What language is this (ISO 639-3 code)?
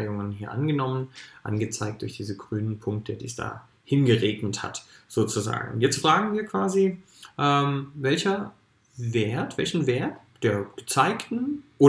deu